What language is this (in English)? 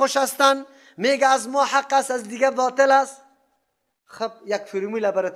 Persian